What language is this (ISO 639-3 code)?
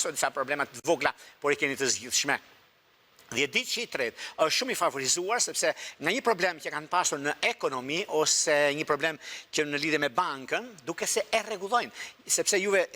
sqi